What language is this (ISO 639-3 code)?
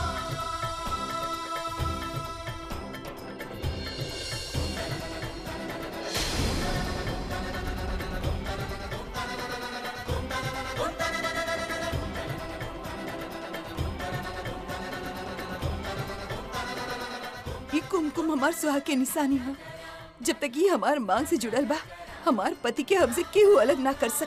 bho